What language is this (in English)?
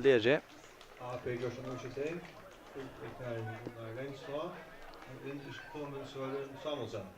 Faroese